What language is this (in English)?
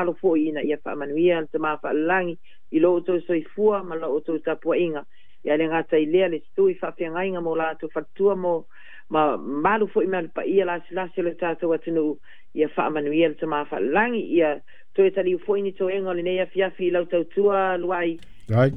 Samoan